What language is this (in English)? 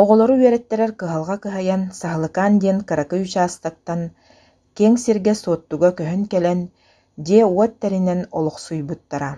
Yakut